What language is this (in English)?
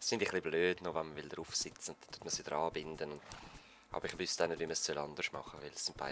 Swiss German